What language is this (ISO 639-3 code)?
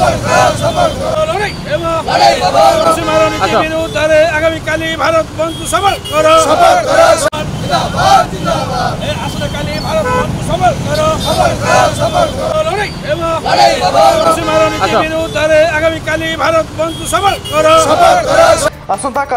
ori